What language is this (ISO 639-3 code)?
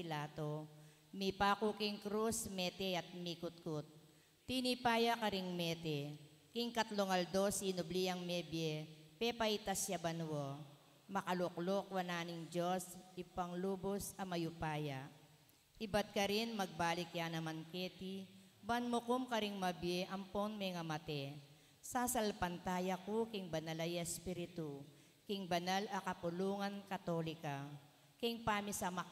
pam